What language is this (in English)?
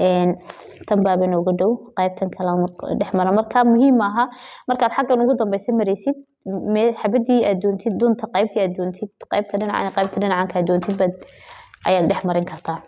Somali